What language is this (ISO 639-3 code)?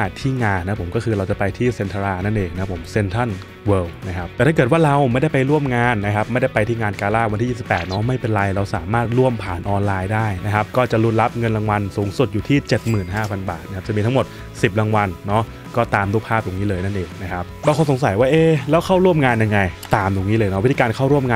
tha